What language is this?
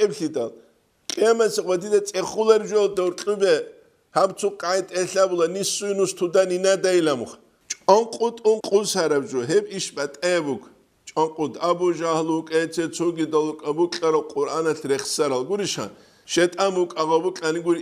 Avaric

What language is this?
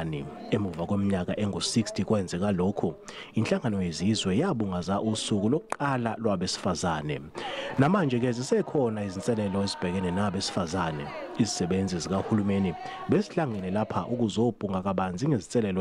Zulu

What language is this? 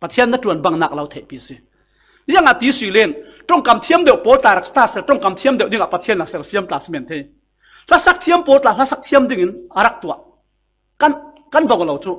Falam Chin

